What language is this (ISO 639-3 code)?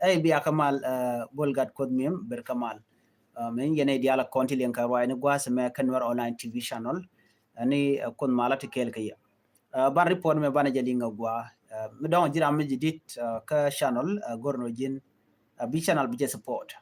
nus